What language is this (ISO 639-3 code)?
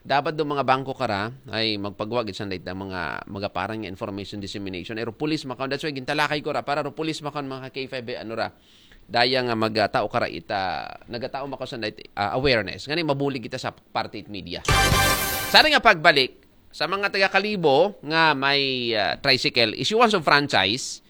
akl